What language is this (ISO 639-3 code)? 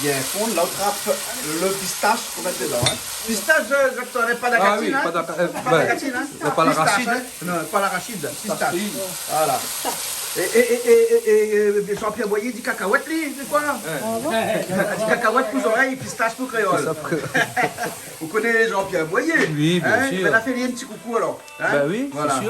rcf